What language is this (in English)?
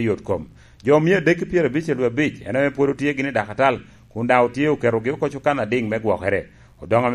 Lango (Uganda)